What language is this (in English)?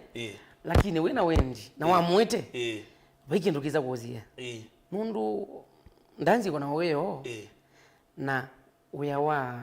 Kamba